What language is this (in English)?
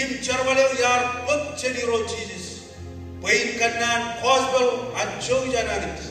Marshallese